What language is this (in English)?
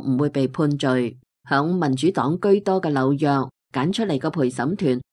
Cantonese